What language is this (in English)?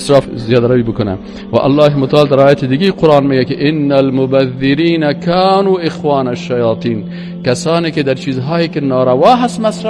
Persian